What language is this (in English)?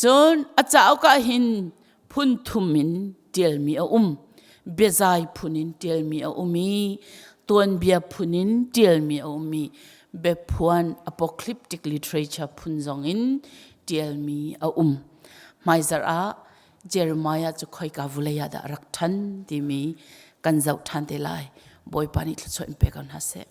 Hakha Chin